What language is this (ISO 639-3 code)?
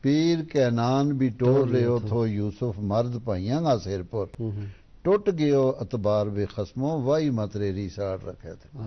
gju